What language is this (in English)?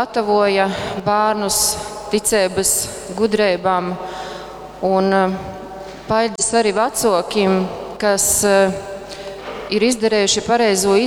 Latgalian